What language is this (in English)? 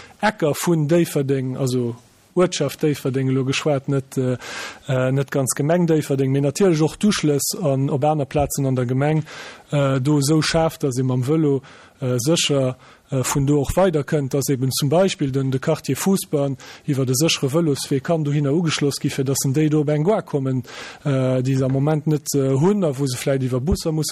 Luxembourgish